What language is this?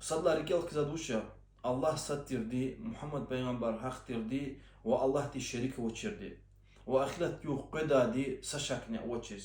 Lezghian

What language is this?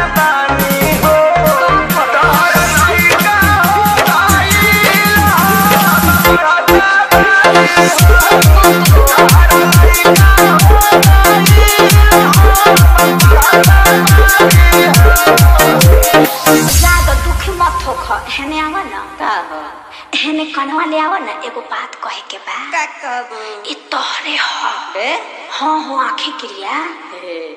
Bhojpuri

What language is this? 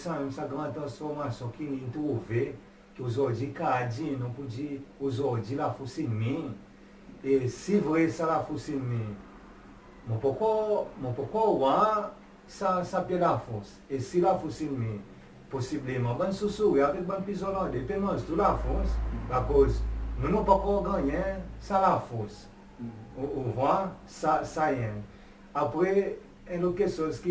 Seselwa Creole French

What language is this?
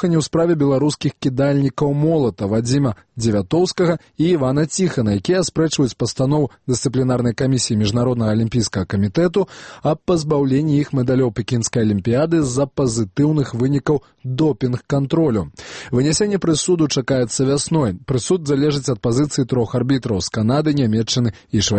Belarusian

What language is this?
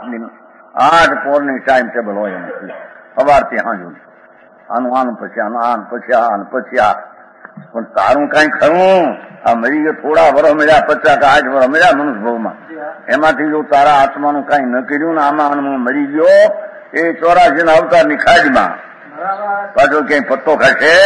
Gujarati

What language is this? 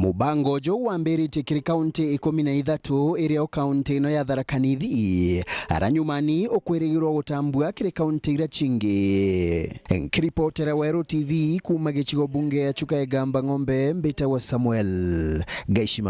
Meru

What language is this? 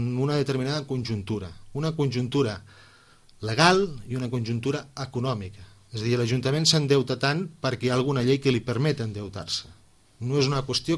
Catalan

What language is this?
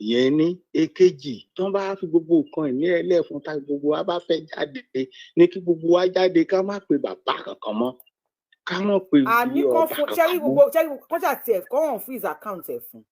Yoruba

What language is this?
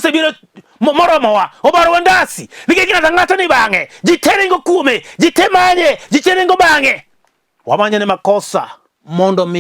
Luo (Kenya and Tanzania)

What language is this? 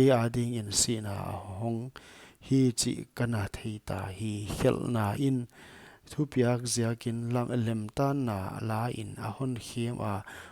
Paite Chin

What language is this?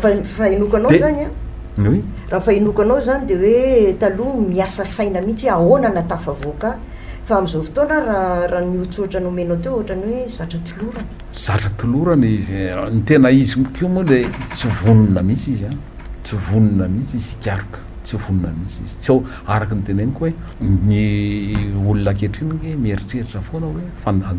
Malagasy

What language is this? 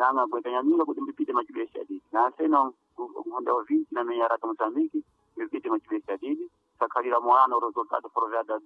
Sena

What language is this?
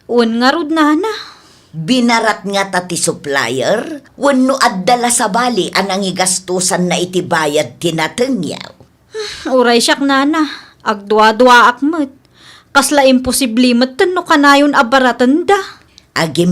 Iloko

